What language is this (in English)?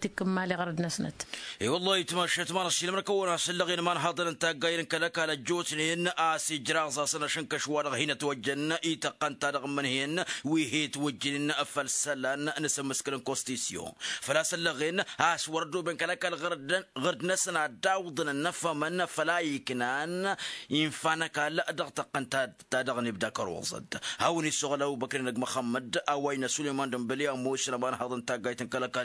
Tamasheq